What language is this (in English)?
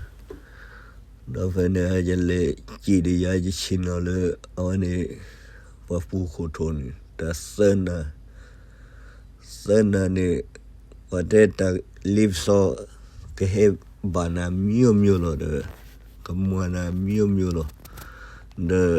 S'gaw Karen